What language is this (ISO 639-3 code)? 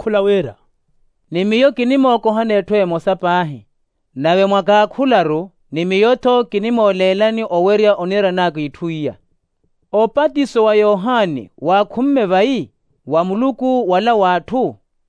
vmw